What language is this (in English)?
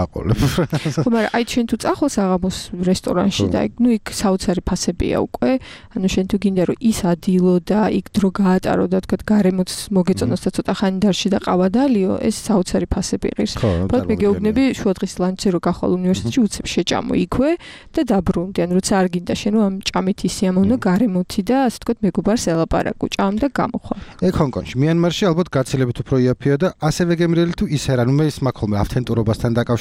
Georgian